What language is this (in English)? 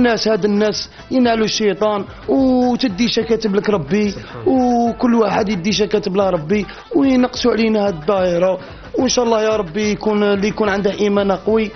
Algerian Arabic